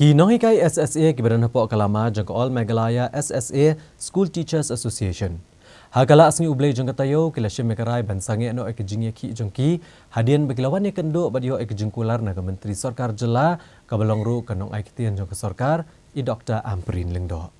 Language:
Khasi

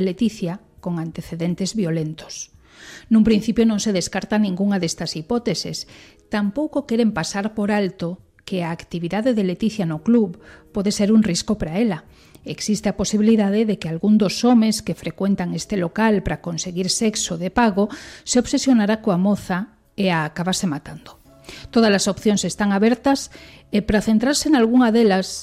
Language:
Galician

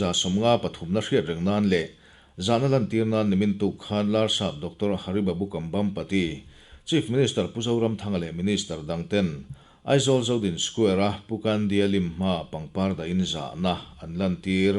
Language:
Mizo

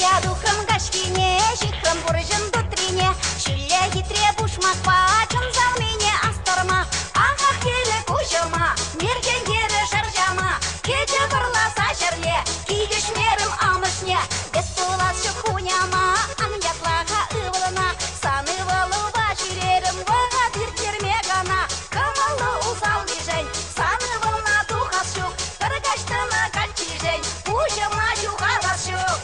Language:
Chuvash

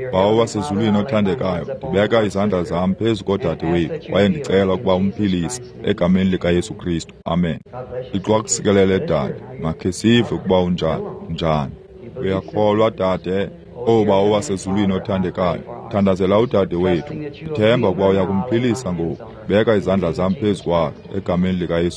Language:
Xhosa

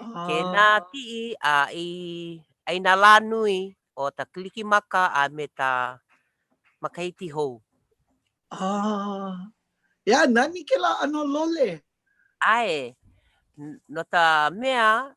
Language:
Hawaiian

